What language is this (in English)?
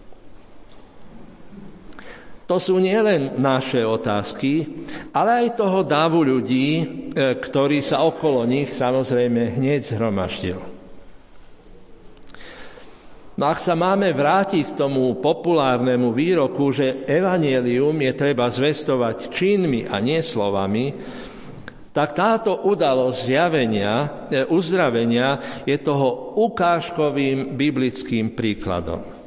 Slovak